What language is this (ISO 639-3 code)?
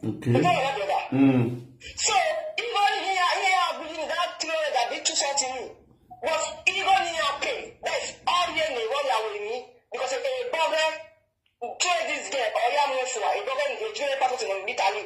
pcm